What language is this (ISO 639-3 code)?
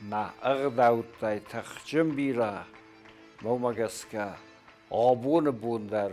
oss